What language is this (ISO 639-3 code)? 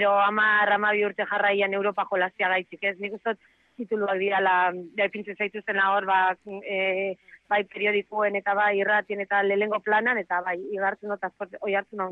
eus